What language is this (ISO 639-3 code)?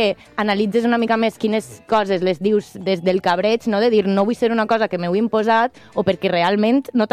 cat